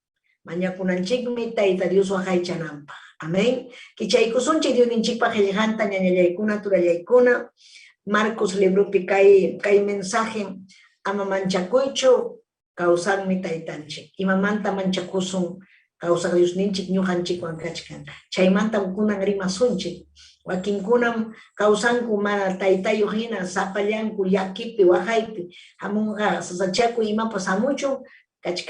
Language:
Ayacucho Quechua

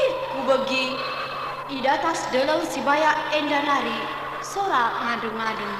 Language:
Batak Karo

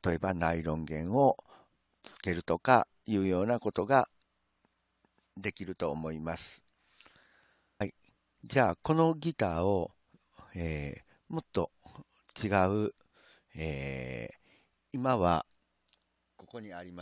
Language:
Japanese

